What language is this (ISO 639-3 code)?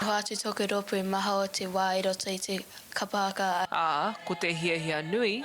mri